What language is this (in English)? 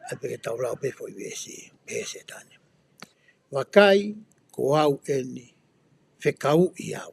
Tongan